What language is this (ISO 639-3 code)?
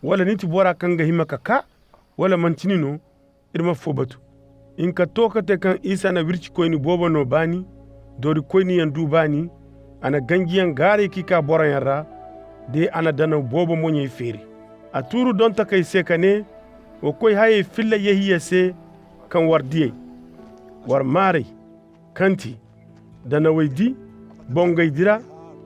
ses